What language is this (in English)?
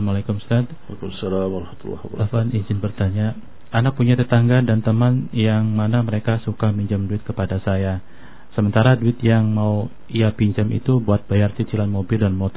Indonesian